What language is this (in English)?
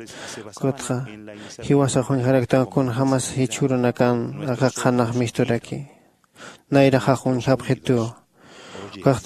Aymara